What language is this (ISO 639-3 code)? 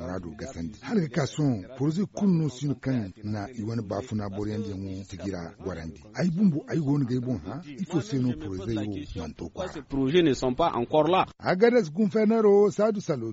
dje